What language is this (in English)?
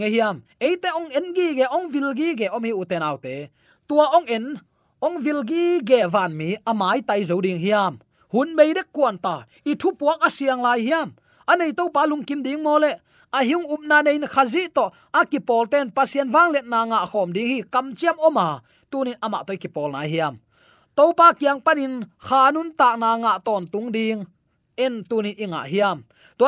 Tedim Chin